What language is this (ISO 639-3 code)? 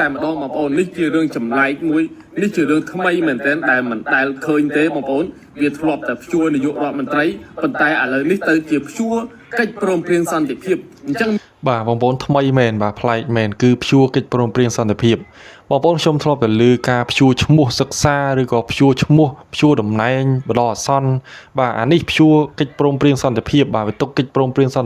khm